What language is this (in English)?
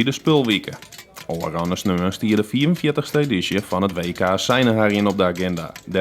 Western Frisian